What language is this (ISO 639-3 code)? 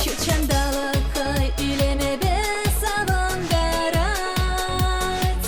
chv